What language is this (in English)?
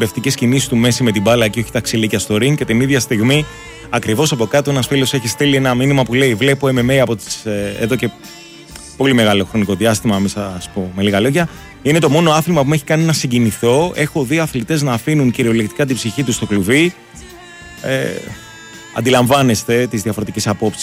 Greek